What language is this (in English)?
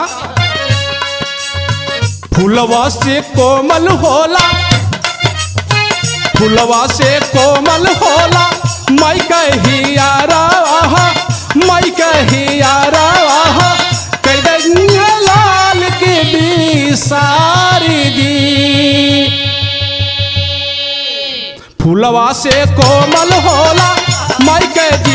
Bhojpuri